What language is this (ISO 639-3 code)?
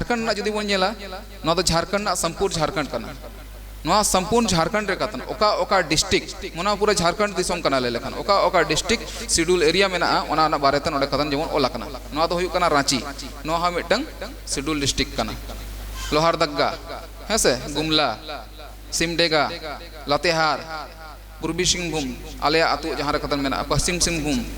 sat